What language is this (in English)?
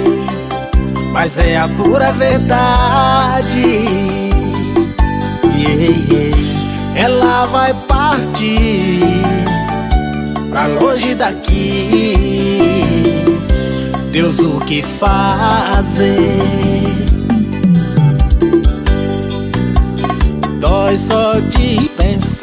Portuguese